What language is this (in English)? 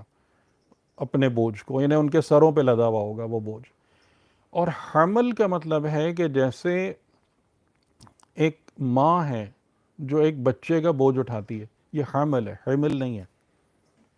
Urdu